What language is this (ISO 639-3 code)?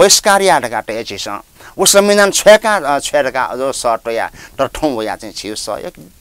new